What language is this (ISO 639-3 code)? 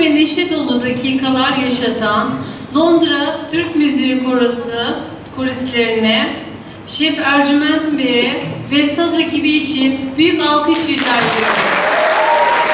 tur